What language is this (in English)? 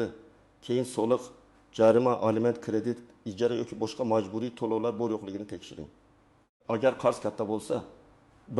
Uzbek